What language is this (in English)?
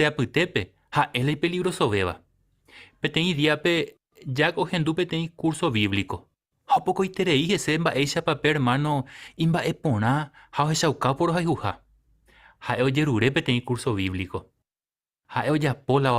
Guarani